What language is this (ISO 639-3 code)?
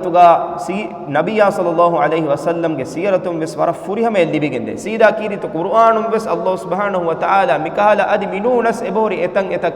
div